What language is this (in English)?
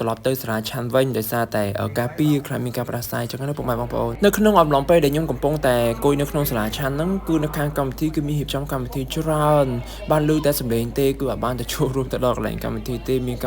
Khmer